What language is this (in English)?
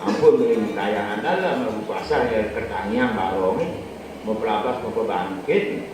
Balinese